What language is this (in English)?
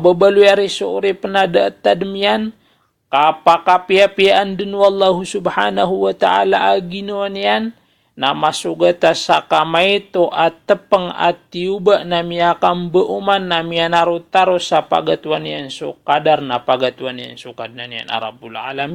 Maranao